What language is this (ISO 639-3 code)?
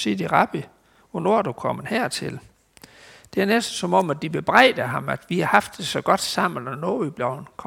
dan